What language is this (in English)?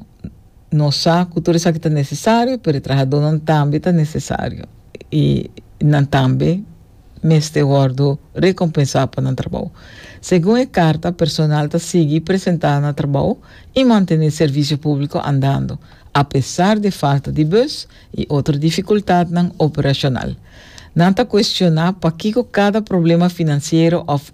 Papiamento